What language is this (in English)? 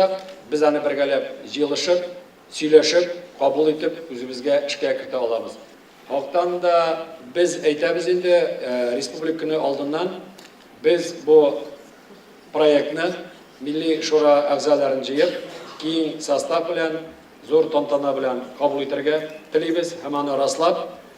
Tatar